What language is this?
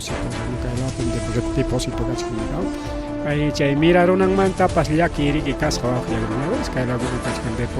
Ayacucho Quechua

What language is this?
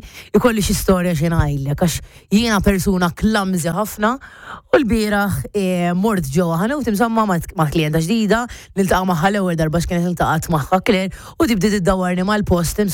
Maltese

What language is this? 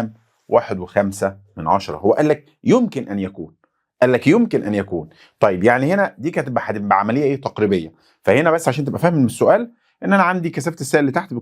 Egyptian Arabic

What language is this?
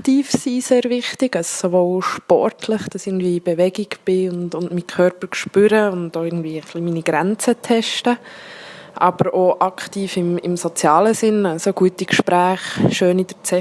Swiss German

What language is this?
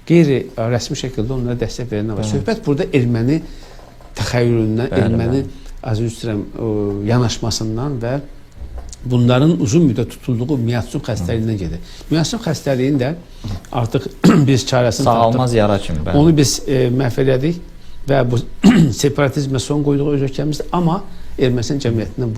Azerbaijani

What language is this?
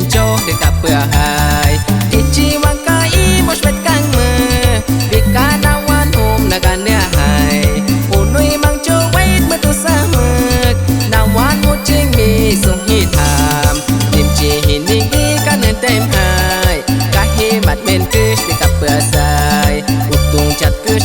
Aguaruna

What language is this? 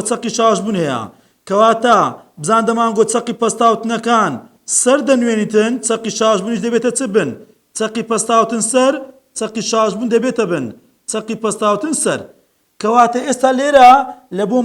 Central Kurdish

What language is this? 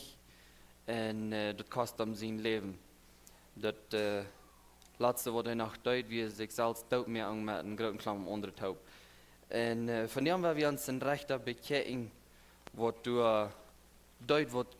Plautdietsch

